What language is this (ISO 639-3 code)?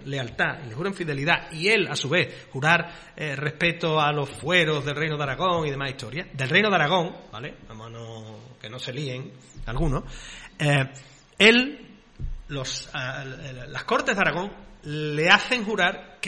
spa